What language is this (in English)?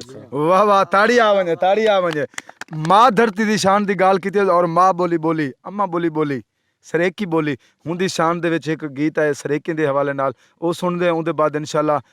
Saraiki